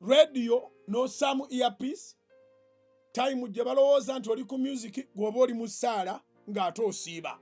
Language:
Ganda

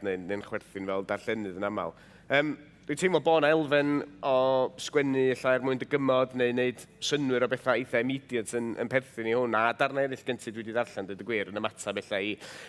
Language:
Welsh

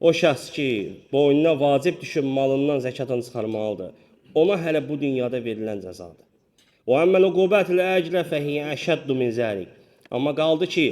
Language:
Azerbaijani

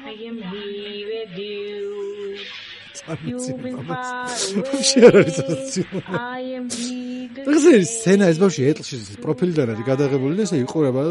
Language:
Georgian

